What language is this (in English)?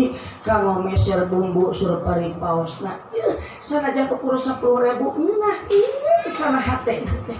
Sundanese